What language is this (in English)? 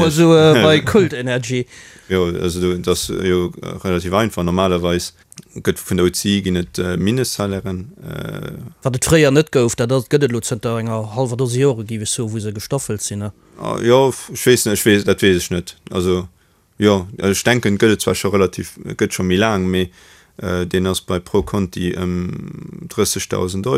Luxembourgish